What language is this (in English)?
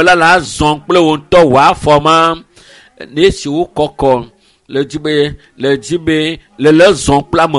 Ewe